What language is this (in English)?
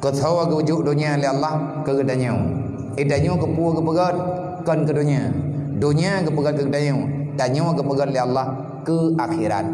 Achinese